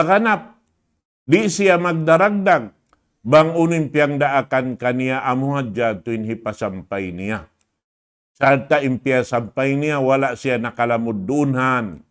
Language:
Tausug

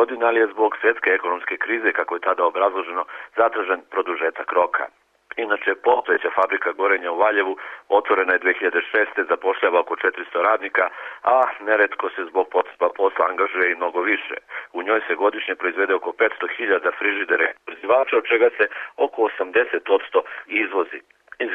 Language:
Serbian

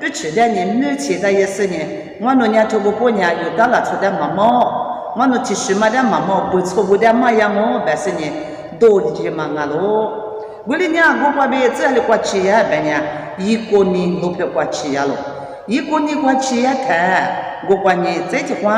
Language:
Lisu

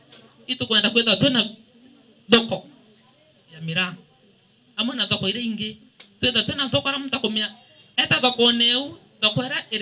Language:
Meru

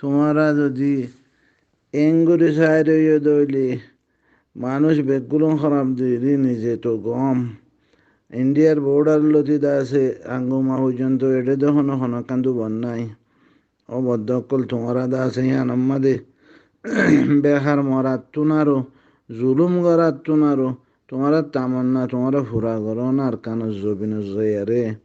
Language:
Rohingya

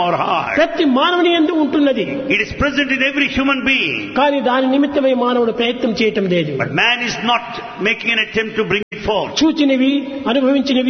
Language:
Telugu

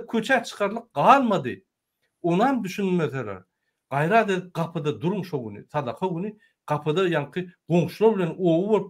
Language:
Turkmen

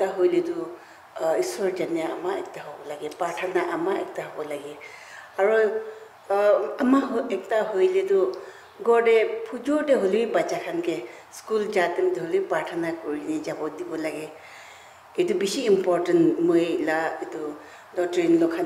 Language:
Naga Pidgin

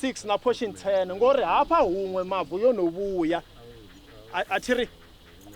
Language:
Venda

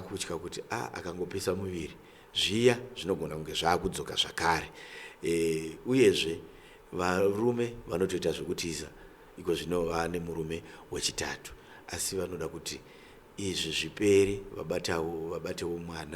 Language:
Shona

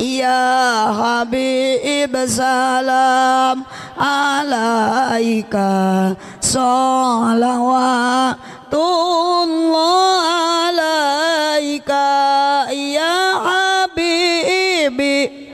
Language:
Sundanese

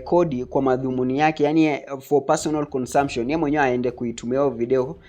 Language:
Swahili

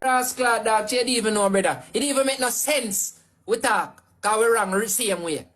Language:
Jamaican Creole English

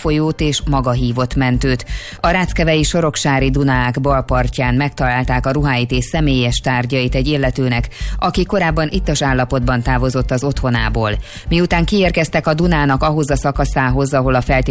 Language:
Hungarian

